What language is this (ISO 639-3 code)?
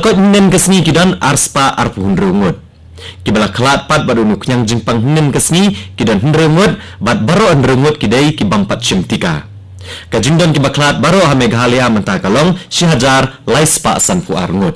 kha